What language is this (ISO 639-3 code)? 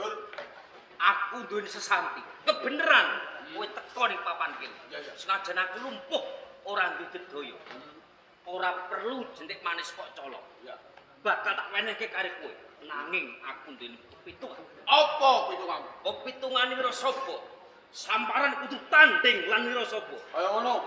jav